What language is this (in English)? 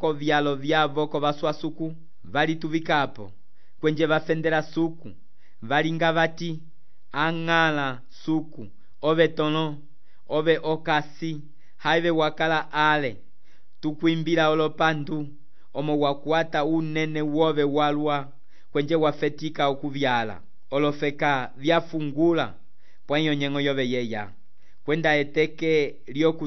Umbundu